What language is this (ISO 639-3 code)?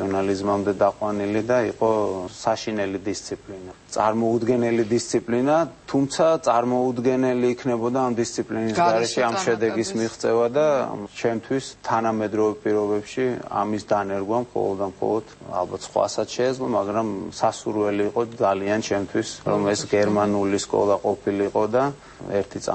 kat